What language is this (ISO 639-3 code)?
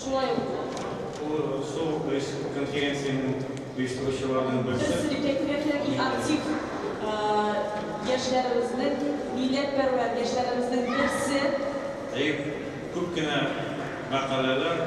tat